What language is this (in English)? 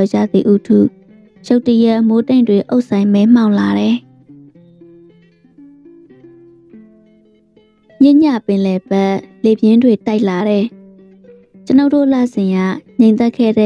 Burmese